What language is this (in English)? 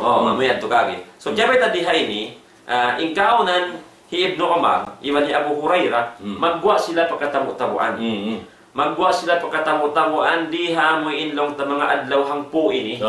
Tausug